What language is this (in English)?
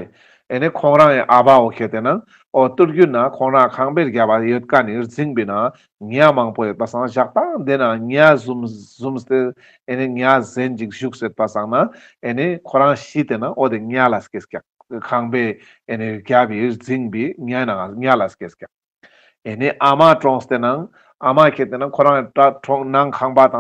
Ladakhi